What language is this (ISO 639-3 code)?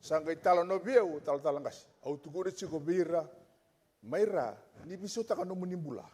fij